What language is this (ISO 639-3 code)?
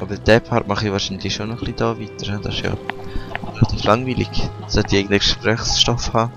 gsw